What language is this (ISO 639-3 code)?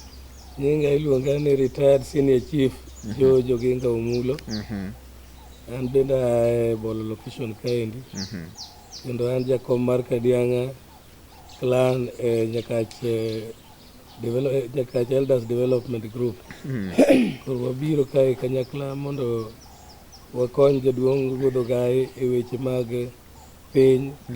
luo